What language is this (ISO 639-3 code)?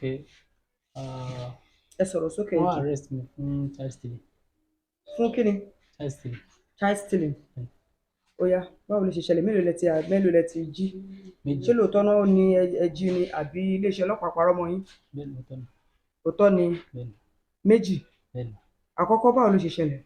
yor